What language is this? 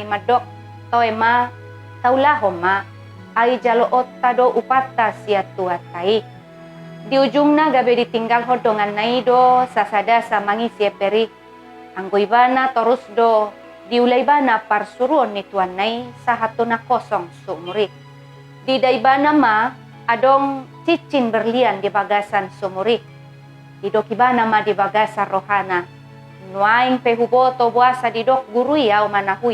Batak Toba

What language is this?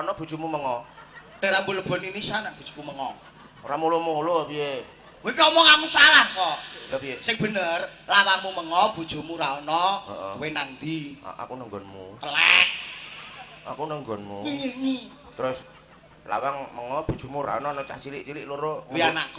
Javanese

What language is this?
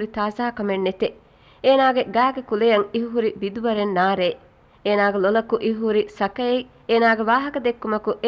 Divehi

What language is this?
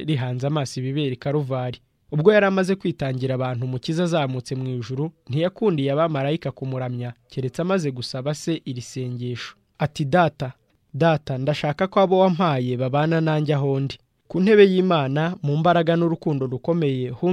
Kinyarwanda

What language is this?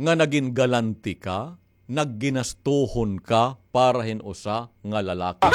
Waray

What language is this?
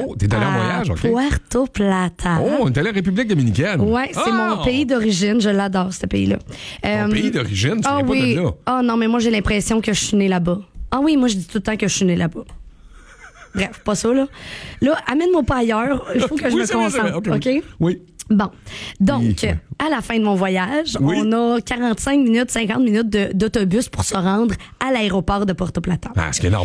French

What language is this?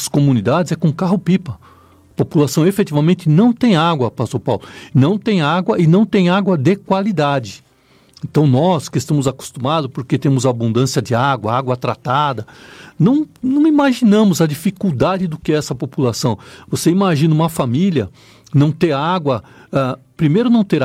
Portuguese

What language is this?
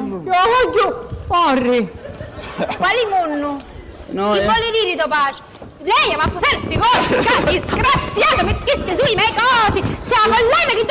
Sicilian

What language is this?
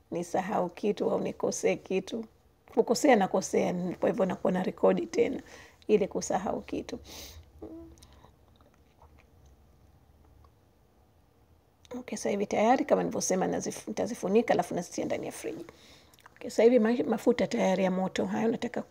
Swahili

